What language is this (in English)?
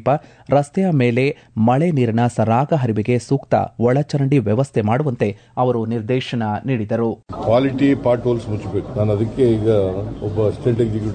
Kannada